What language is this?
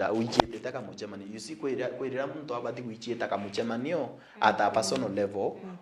Meru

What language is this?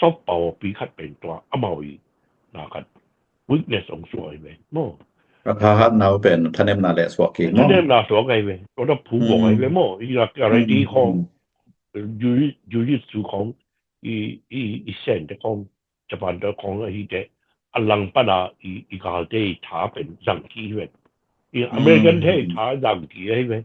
Tedim Chin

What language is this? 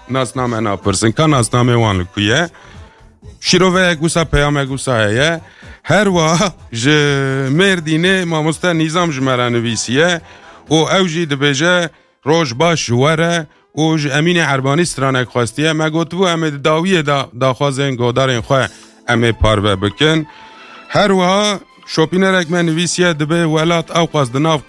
Kurdish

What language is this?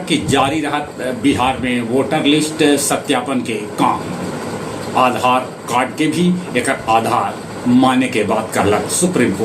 Magahi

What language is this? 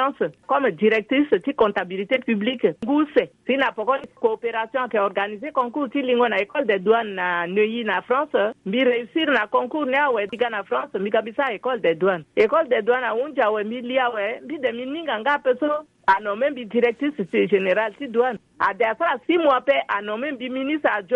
Sango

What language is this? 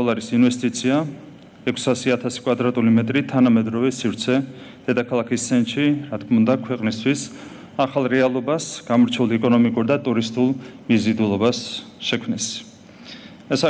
Georgian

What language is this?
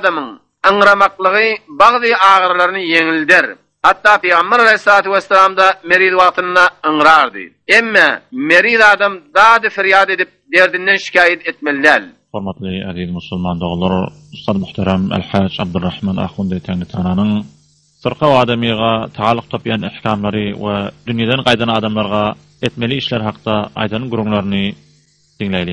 Turkmen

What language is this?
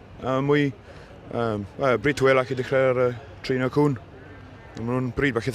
Welsh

